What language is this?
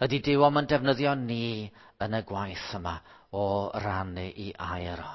Welsh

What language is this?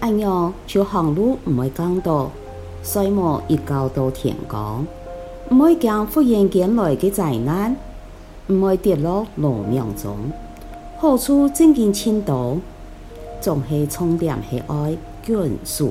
Hakka Chinese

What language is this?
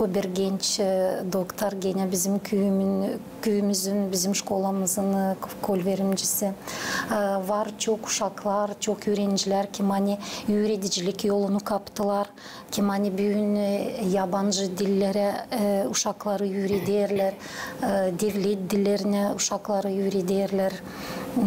Gagauz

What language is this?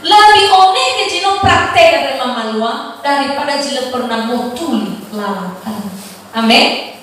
Nias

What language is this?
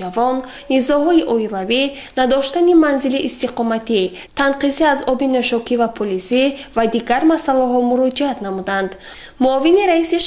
Tajik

